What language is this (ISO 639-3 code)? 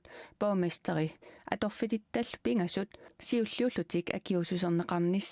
kal